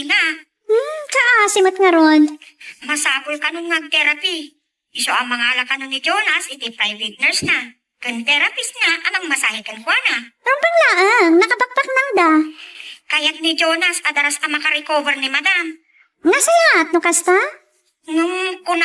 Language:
Iloko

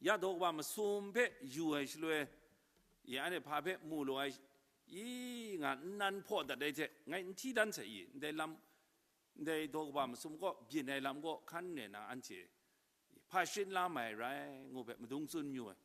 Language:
Kachin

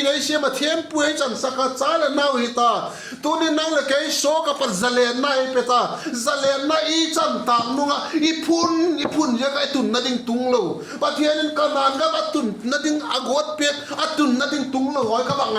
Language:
Vaiphei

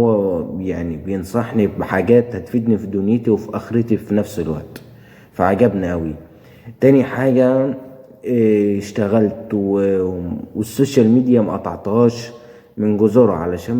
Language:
Egyptian Arabic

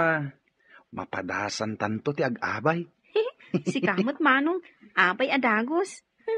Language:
Iloko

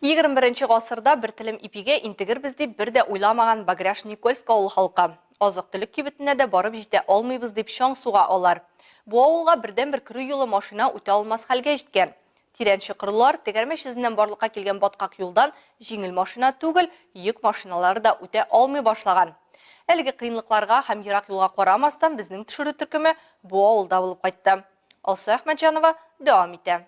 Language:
Tatar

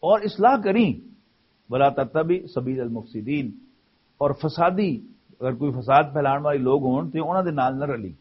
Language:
Western Panjabi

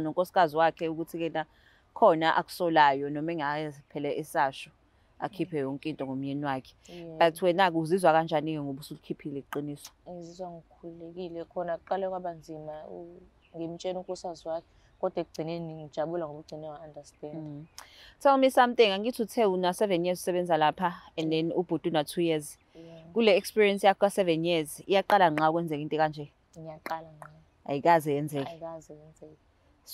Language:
Zulu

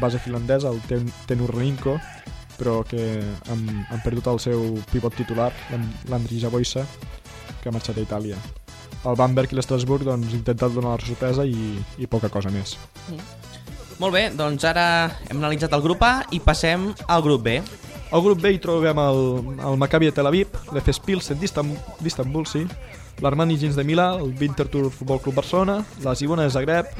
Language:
Catalan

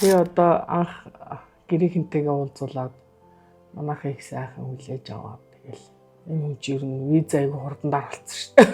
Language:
Mongolian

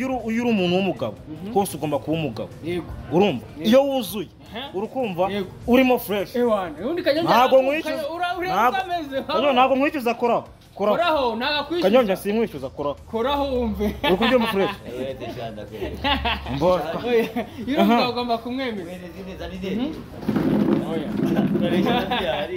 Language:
Kinyarwanda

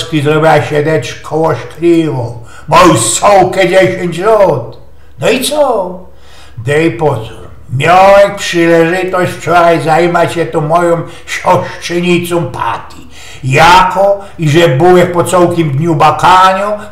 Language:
Silesian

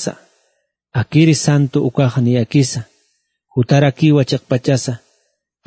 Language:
Aymara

